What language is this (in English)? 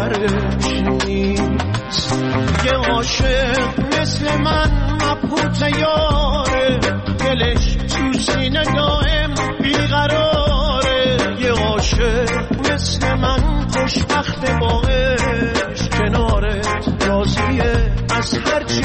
Persian